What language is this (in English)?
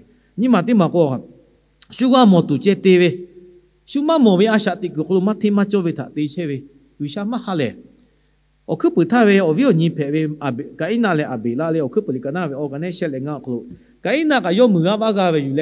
Lahu